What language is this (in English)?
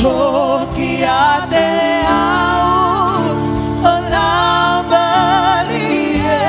Tongan